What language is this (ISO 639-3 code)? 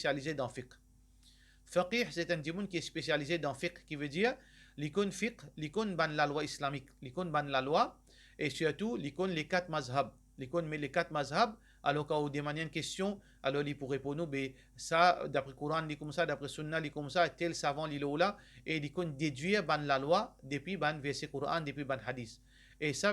mfe